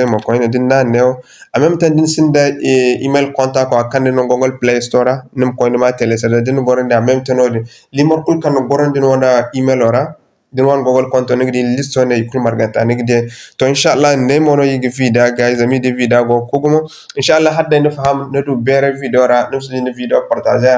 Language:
Zarma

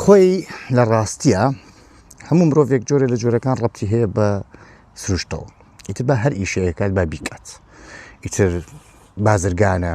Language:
Central Kurdish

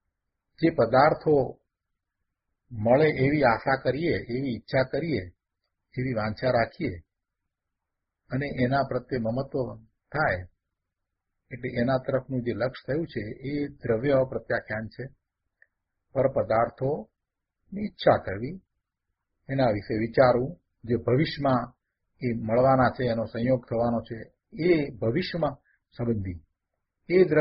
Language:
Gujarati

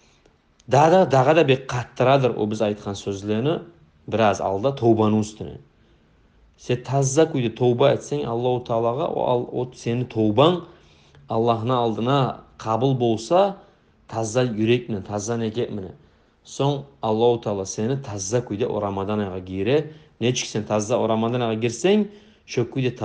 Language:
Kumyk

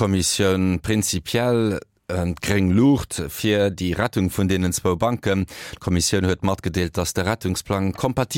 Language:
Luxembourgish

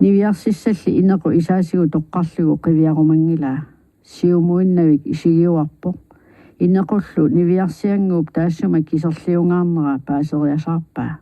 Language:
Kalaallisut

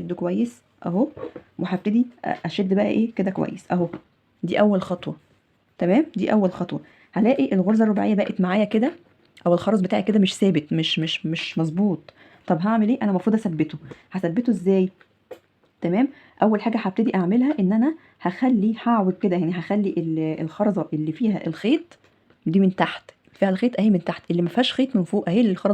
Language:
Egyptian Arabic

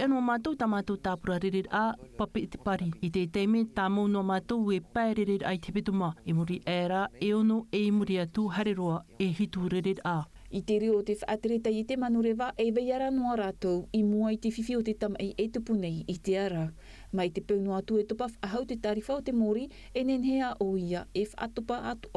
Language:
Tahitian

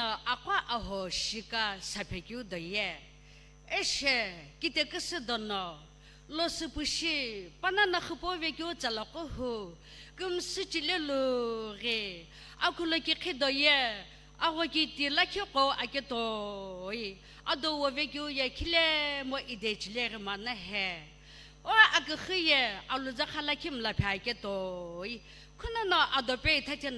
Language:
Sumi Naga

